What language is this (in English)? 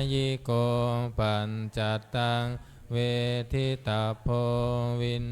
Pali